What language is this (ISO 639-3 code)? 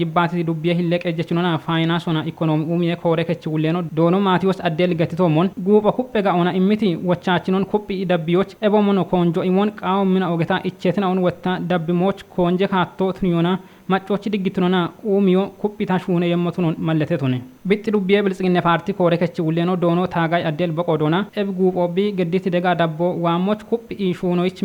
kbr